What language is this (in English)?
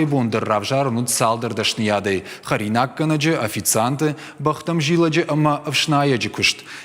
Ossetic